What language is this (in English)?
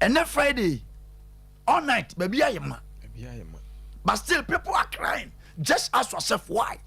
Akan